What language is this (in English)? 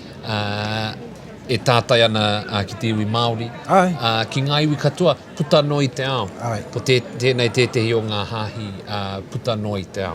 Māori